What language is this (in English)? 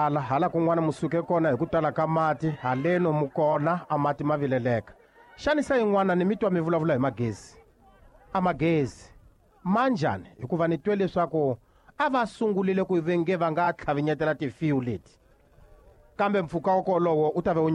Tsonga